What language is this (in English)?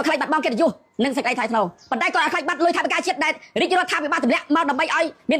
Khmer